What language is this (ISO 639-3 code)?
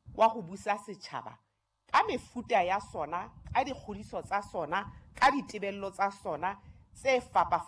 sot